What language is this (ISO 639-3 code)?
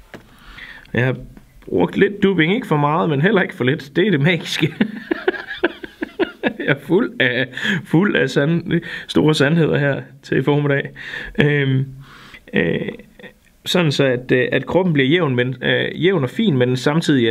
dan